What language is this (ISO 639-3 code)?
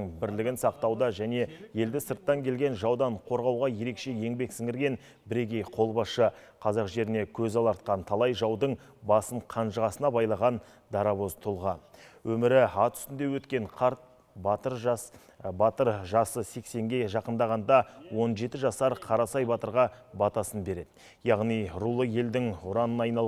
kaz